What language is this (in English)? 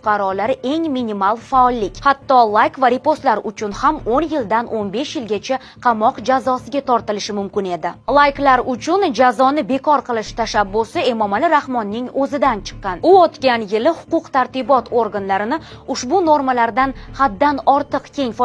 Uzbek